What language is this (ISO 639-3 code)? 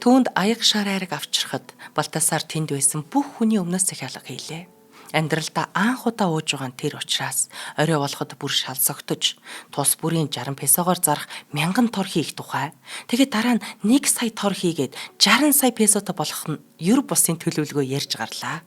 mon